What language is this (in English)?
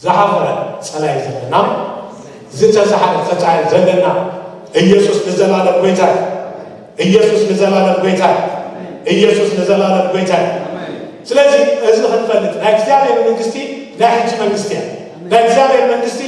Tigrinya